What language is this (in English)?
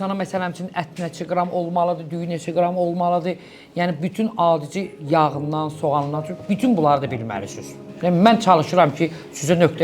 Azerbaijani